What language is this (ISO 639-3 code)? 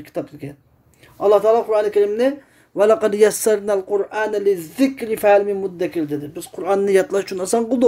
uig